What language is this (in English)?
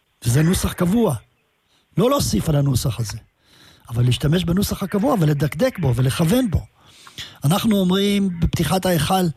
Hebrew